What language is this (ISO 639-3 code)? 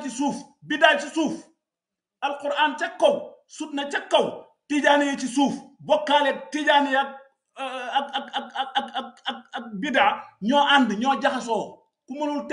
wol